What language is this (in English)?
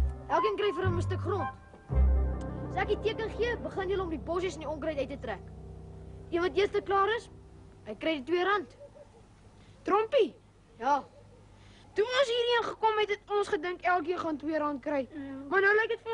Afrikaans